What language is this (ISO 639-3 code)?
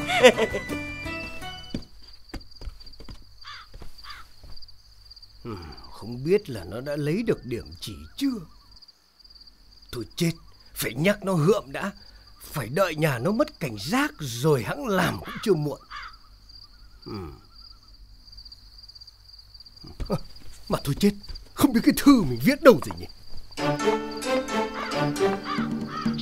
vie